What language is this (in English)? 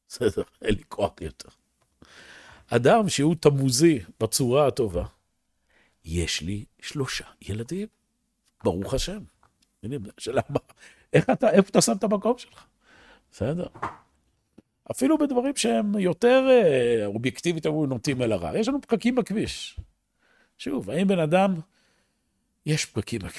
Hebrew